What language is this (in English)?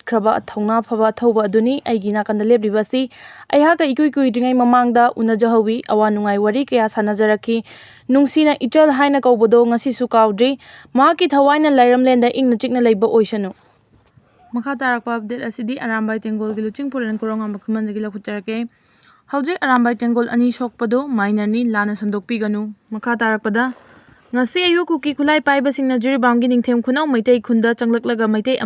Manipuri